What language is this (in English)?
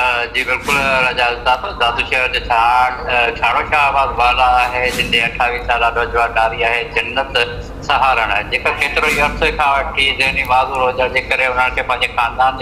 Sindhi